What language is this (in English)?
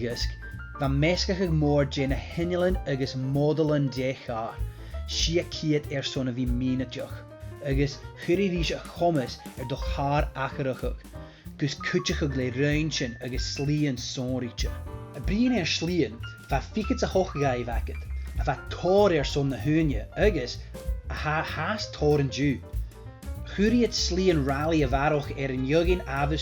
Scottish Gaelic